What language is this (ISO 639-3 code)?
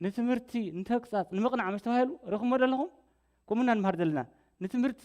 tir